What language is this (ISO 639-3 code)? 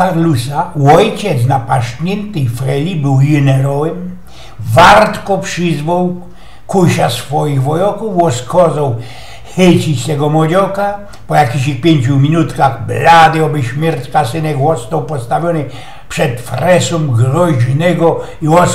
szl